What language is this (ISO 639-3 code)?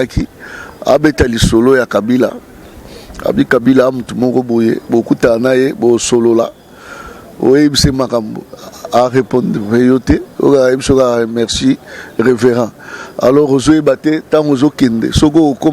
lin